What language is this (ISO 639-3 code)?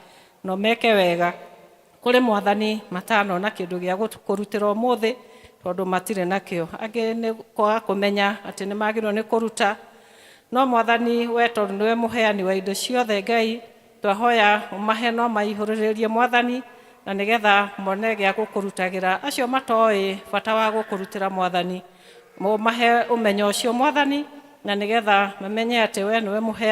kik